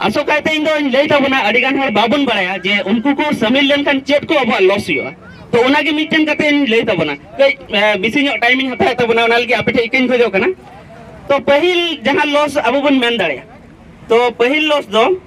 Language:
Santali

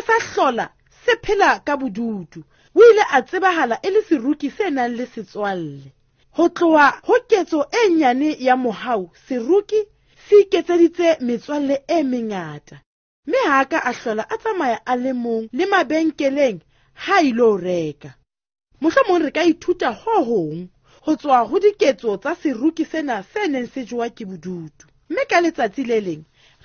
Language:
Southern Sotho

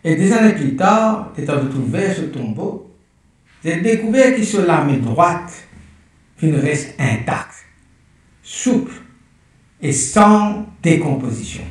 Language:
Morisyen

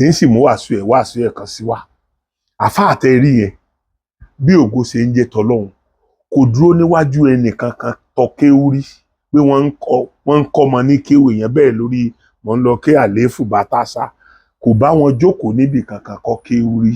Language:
Yoruba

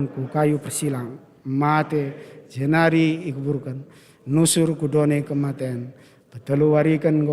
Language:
Batak Karo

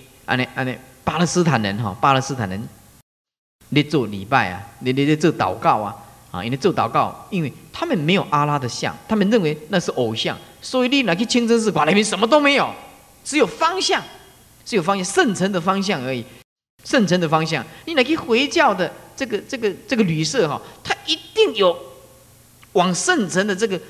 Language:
Chinese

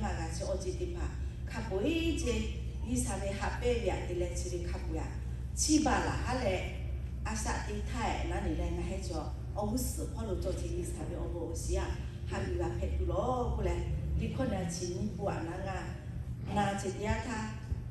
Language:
Lahu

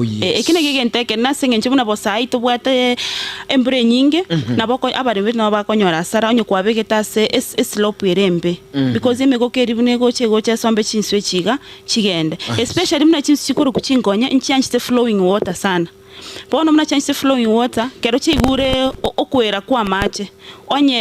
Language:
Gusii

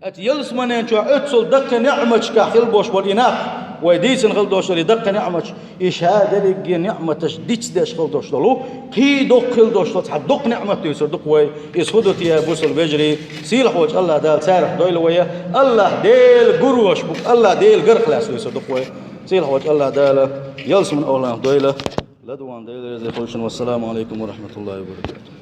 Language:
Chechen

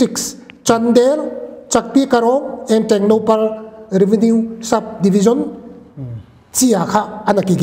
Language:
Paite Chin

